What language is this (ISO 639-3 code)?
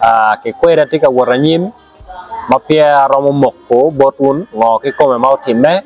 ach